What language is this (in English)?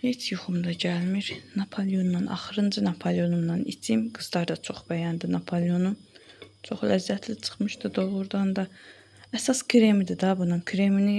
Azerbaijani